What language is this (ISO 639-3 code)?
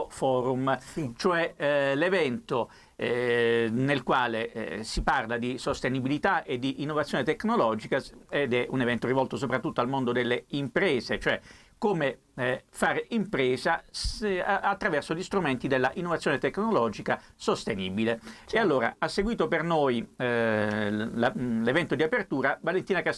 ita